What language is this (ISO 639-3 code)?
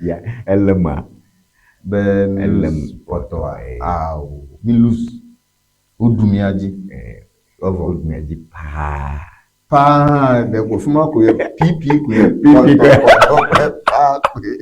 ewe